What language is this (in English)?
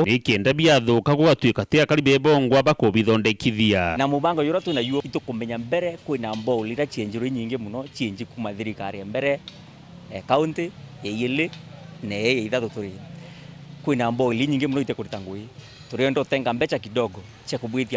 Meru